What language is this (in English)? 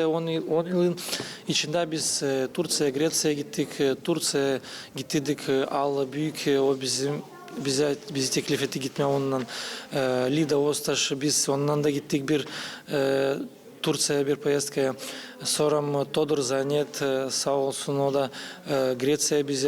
Gagauz